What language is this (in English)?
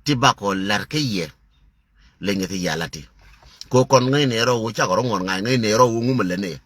Nuer